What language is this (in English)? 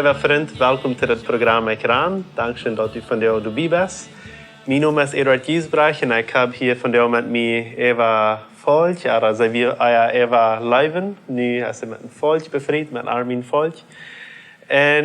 Plautdietsch